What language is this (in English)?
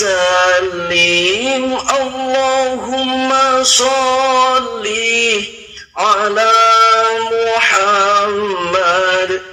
Arabic